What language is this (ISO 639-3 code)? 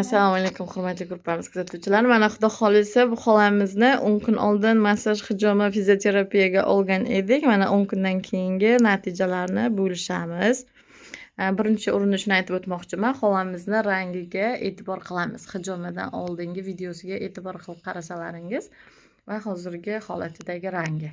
uzb